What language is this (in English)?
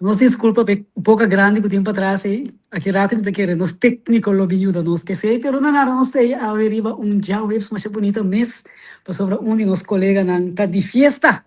Papiamento